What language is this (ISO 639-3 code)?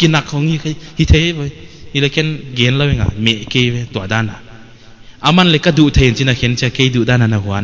pck